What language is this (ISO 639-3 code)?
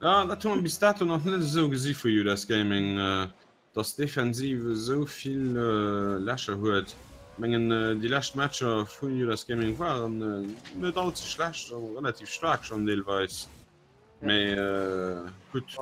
ltz